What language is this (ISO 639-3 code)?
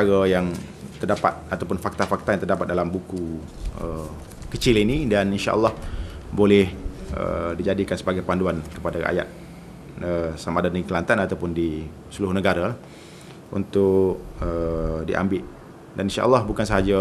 msa